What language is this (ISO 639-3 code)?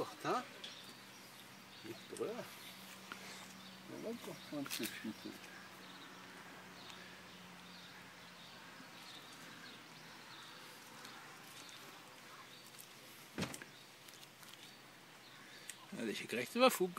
nor